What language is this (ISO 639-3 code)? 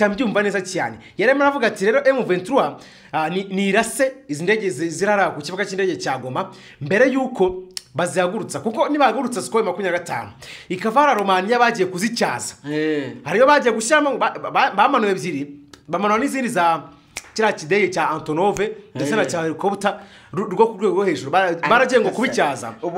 kin